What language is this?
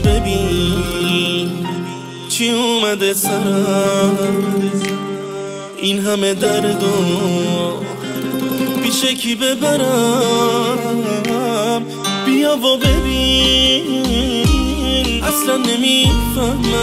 Persian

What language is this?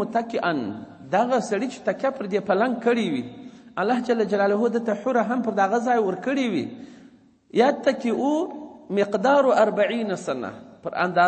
Pashto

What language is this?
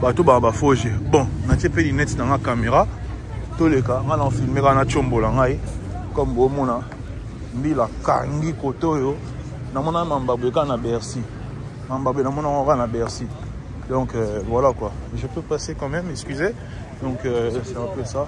Lingala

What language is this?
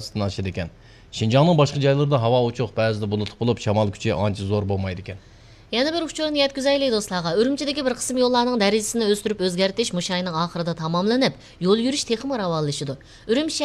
Uyghur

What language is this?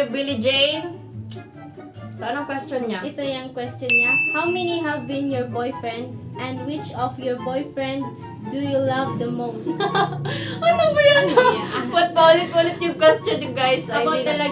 Filipino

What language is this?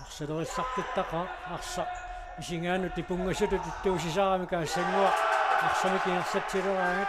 Kalaallisut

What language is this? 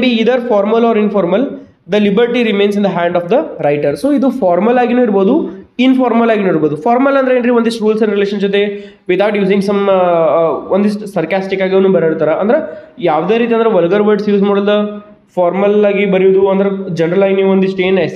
Kannada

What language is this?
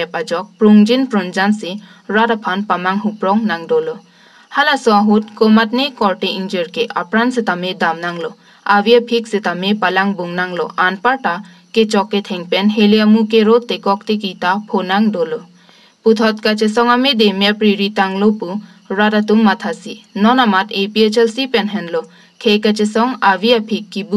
Karbi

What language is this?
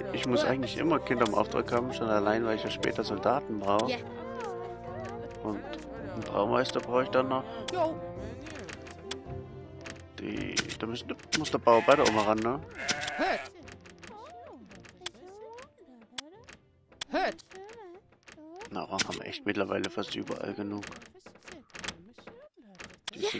German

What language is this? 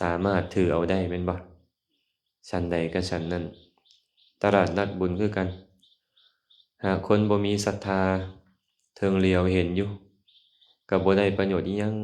Lao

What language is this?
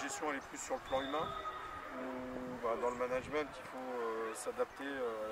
French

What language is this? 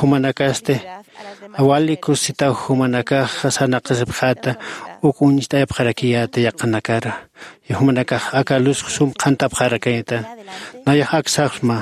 Aymara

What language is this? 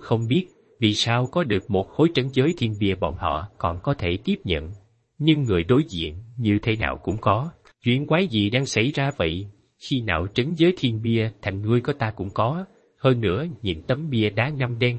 Vietnamese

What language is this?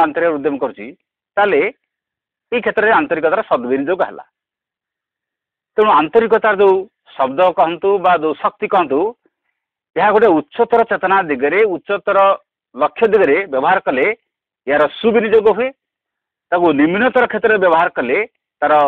Odia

